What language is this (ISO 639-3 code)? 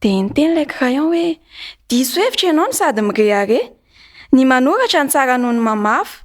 mlg